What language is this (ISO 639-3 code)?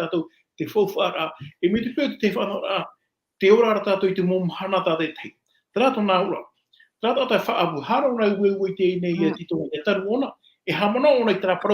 tah